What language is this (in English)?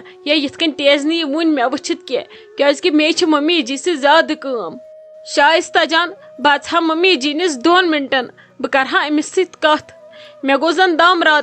Kashmiri